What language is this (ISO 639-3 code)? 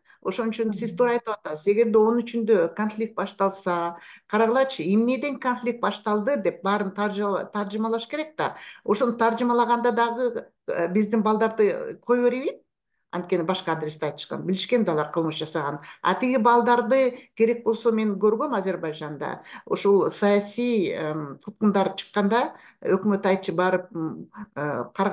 kir